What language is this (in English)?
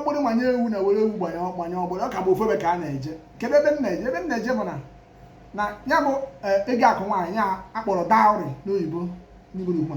Igbo